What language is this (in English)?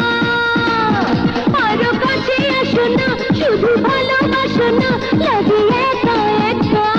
Bangla